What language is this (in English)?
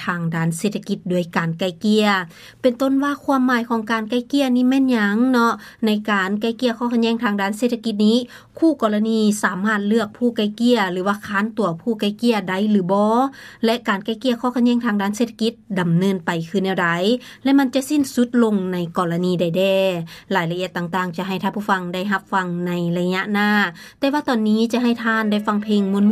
Lao